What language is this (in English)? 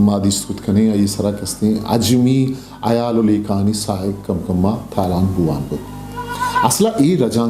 Eastern Balochi